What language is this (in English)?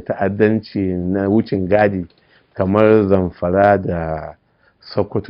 Hausa